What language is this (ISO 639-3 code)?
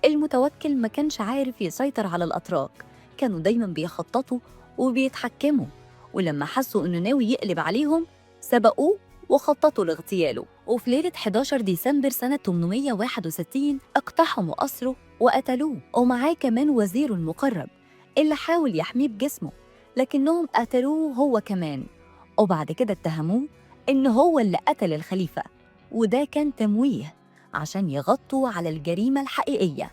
arz